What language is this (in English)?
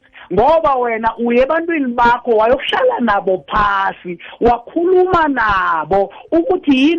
South Ndebele